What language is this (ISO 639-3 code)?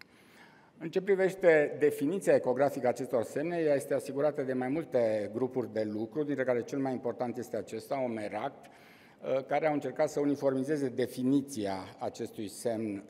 ron